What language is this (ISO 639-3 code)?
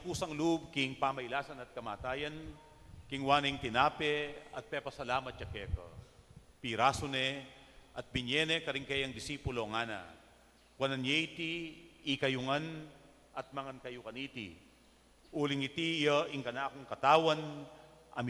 pam